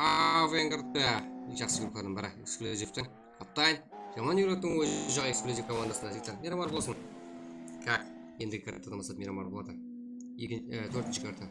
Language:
Kara-Kalpak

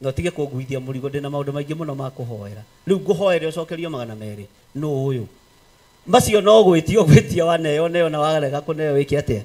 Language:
Kikuyu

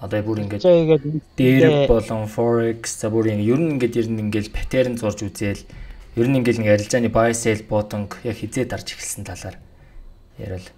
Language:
Mongolian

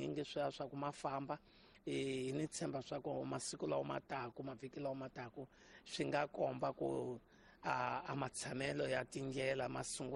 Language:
Tsonga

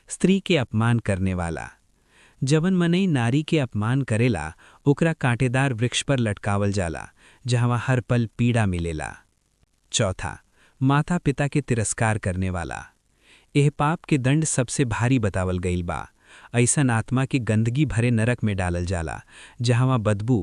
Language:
Bhojpuri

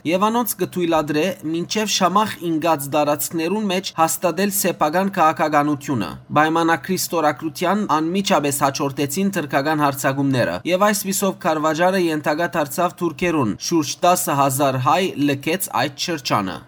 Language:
Western Armenian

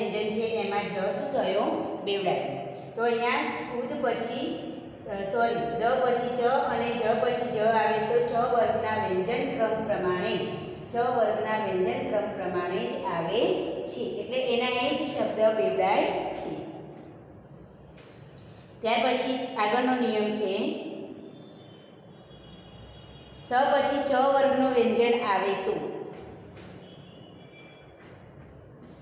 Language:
Gujarati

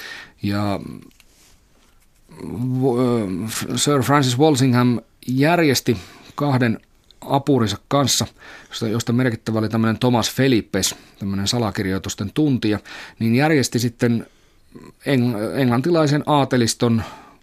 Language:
Finnish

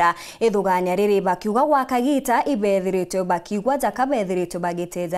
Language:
Meru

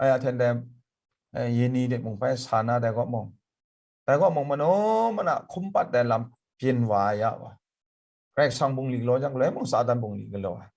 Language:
Kachin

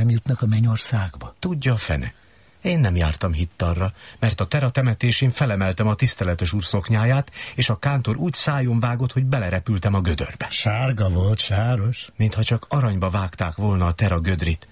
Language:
Hungarian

